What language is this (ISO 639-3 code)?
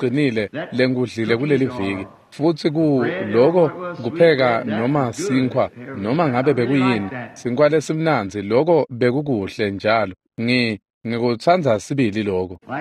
ssw